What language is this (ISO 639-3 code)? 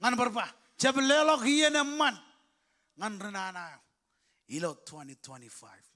mah